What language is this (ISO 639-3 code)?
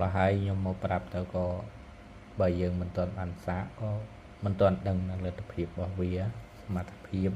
khm